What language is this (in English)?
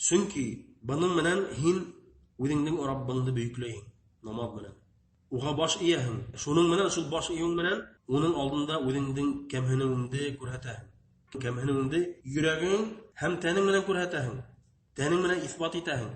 Bashkir